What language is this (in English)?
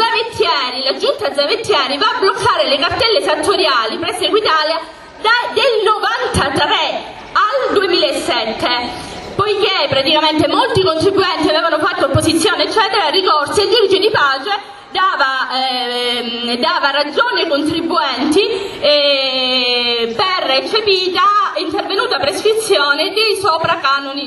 Italian